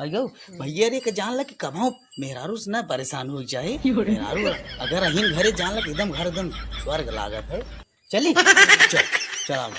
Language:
Awadhi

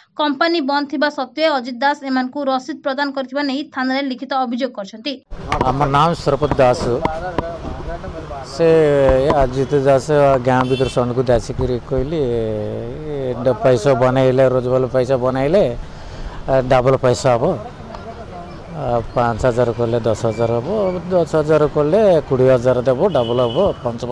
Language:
Odia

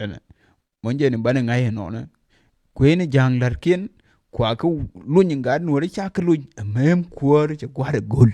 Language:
Nuer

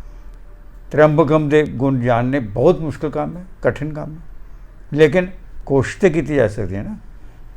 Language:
Dogri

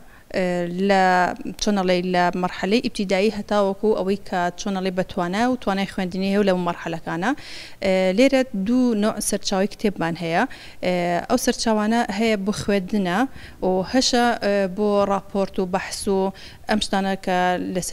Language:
Central Kurdish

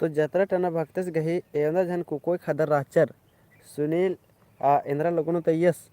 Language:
Kurukh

